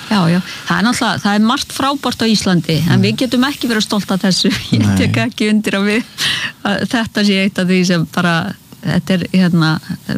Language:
Icelandic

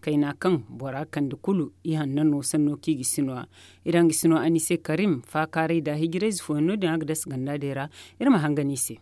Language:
Zarma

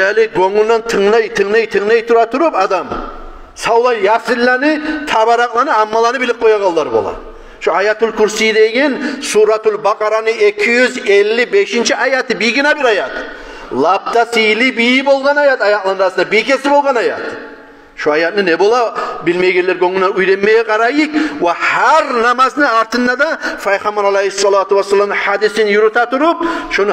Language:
Kumyk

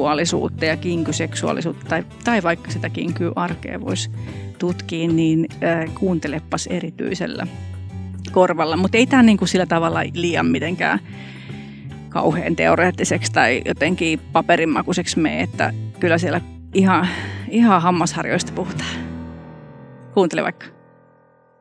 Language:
Finnish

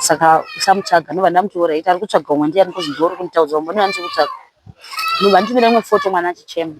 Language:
Shona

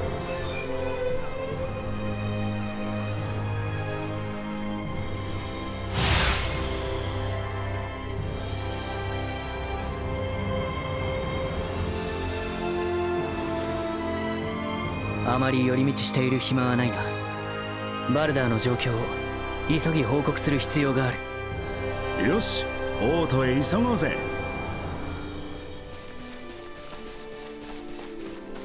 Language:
Japanese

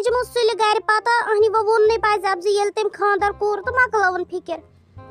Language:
Kashmiri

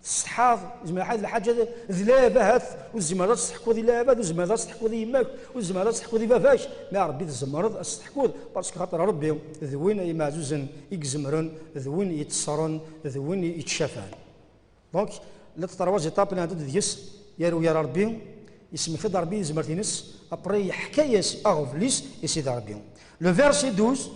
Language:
Kabyle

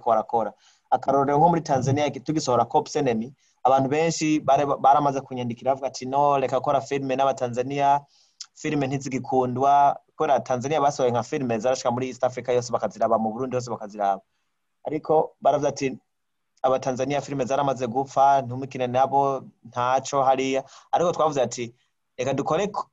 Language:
Rundi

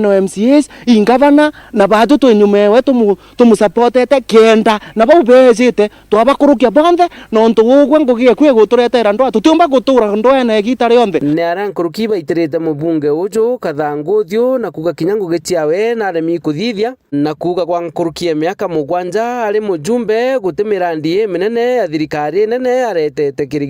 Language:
Meru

